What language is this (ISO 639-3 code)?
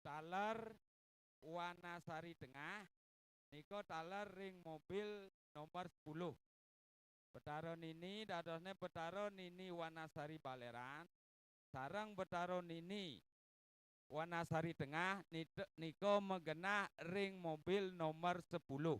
ban